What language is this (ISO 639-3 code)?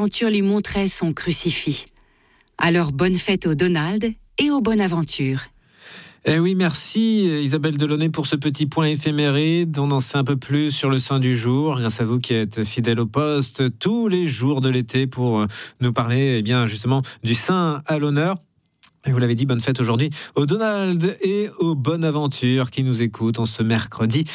fra